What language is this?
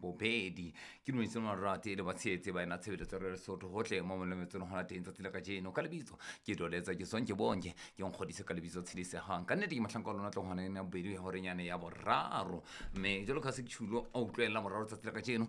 Southern Sotho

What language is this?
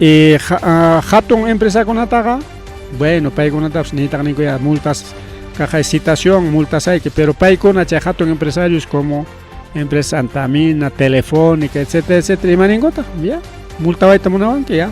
Ayacucho Quechua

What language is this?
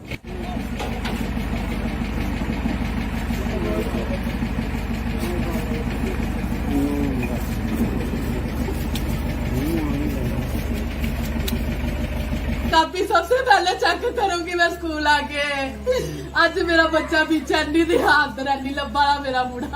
Dogri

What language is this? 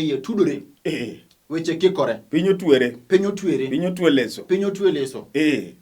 Luo (Kenya and Tanzania)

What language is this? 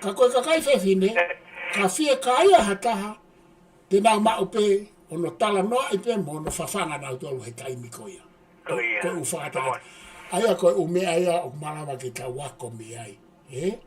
Tongan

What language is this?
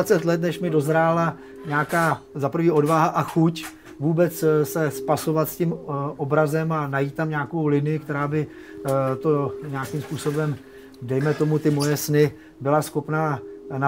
Czech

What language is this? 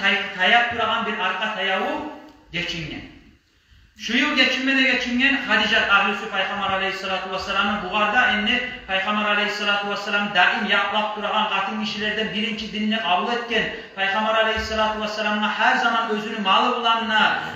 Kumyk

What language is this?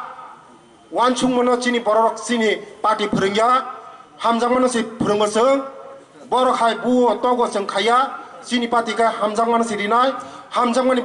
Kok Borok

